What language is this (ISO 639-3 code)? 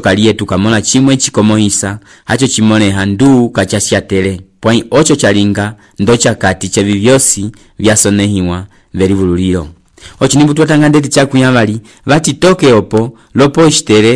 umb